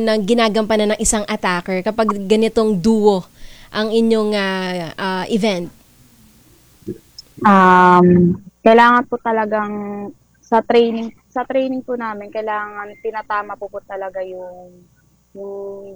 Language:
Filipino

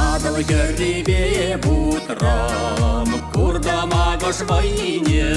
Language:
Chuvash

